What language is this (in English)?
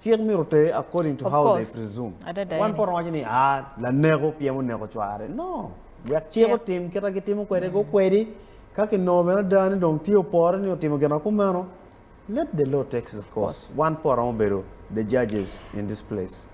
Acoli